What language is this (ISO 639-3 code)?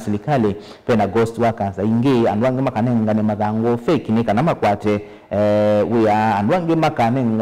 kam